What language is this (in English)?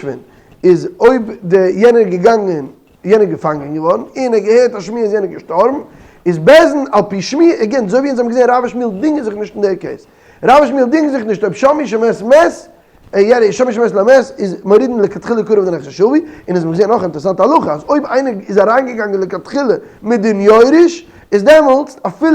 Yiddish